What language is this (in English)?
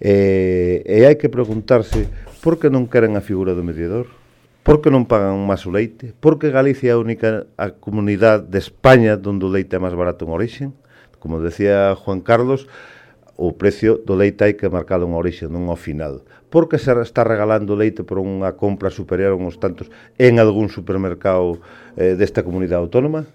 Galician